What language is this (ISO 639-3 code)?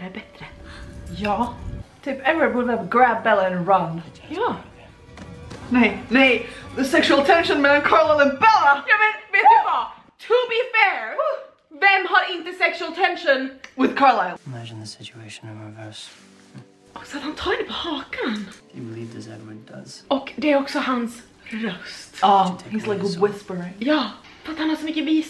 swe